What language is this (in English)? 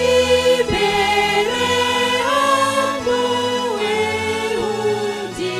Batak Simalungun